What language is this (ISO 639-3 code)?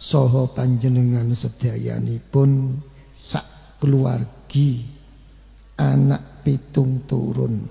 jav